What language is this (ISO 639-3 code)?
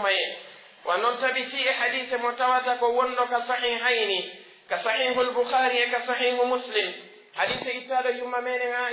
fuf